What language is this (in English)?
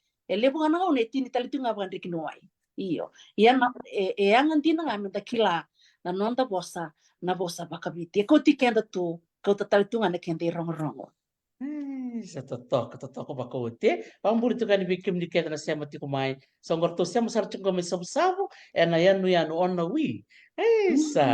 Fijian